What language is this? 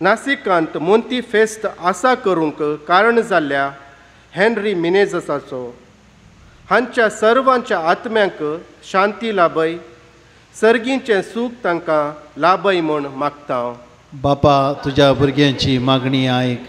Konkani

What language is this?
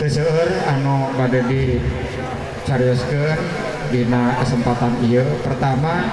Sundanese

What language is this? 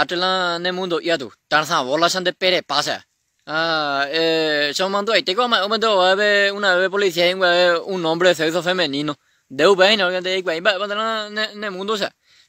Guarani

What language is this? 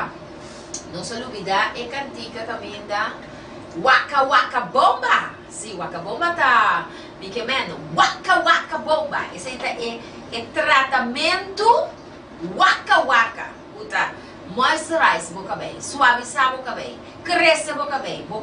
Papiamento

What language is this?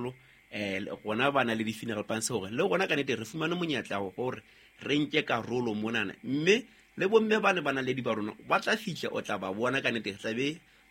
Southern Sotho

